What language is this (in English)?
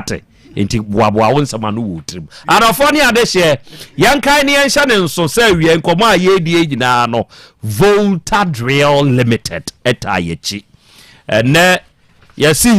Akan